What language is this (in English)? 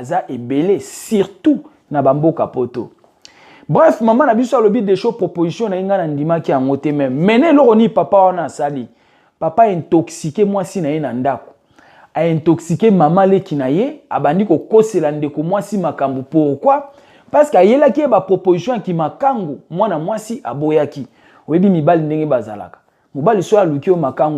Lingala